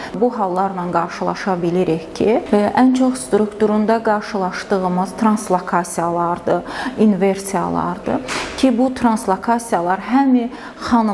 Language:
Azerbaijani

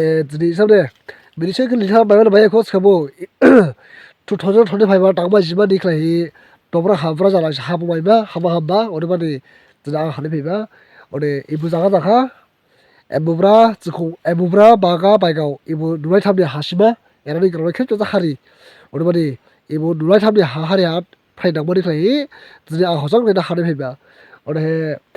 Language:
Dimasa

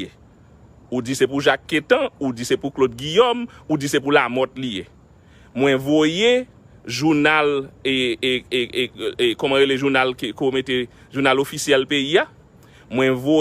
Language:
Haitian Creole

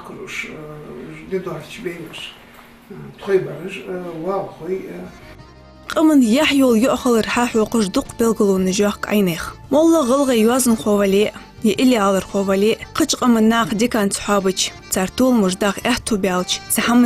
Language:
Ingush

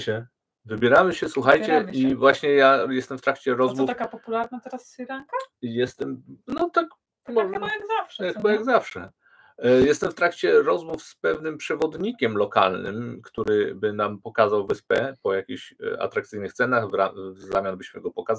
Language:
Polish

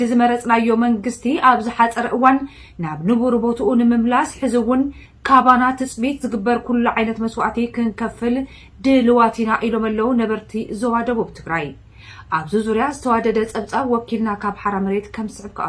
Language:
Tigrinya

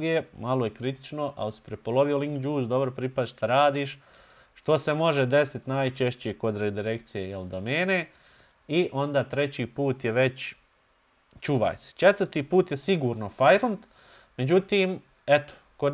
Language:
Bosnian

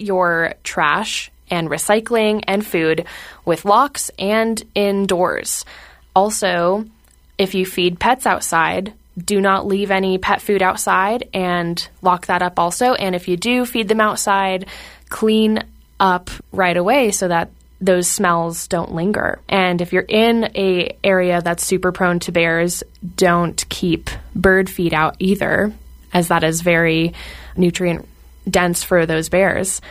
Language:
English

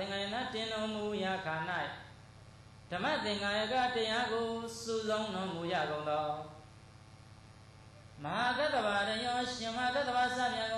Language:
Burmese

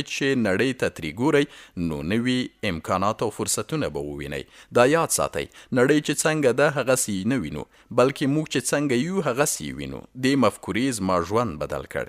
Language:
Pashto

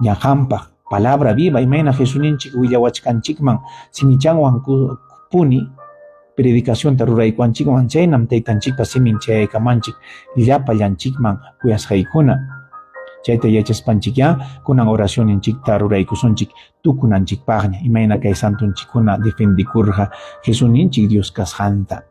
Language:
Ayacucho Quechua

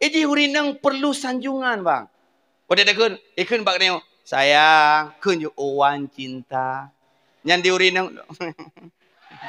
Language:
Achinese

